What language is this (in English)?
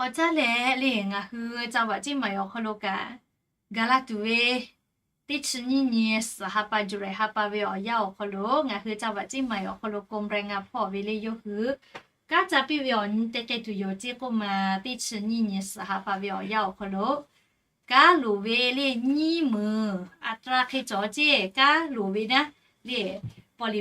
Lahu